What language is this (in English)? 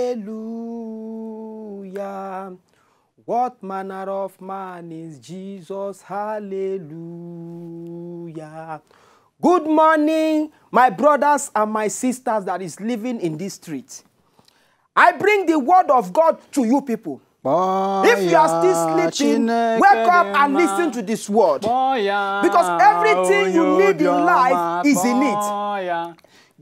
Nigerian Pidgin